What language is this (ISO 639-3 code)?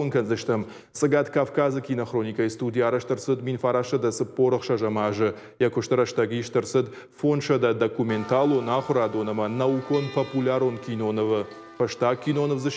oss